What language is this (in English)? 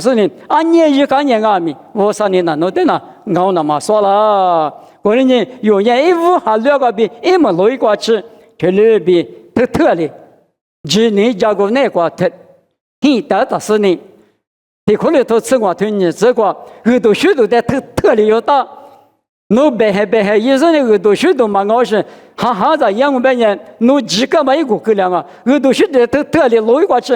Lisu